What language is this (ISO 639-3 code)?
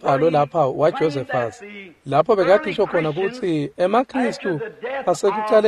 ssw